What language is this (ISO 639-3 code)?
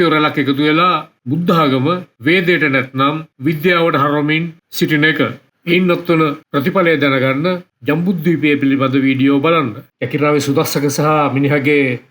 sin